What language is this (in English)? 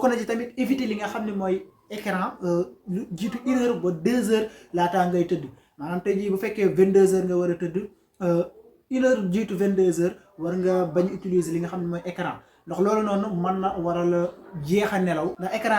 Wolof